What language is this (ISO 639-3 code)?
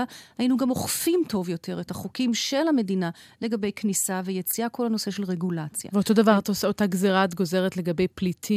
heb